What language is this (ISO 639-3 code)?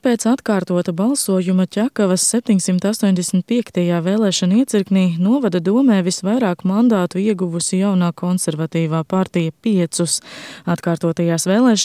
lav